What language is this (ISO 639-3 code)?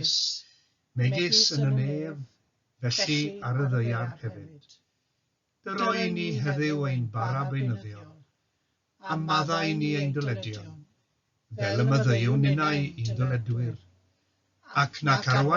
cym